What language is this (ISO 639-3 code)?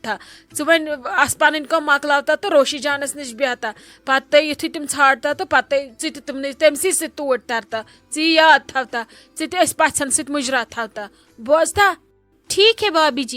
kas